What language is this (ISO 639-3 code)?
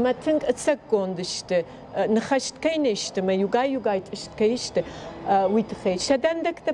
oss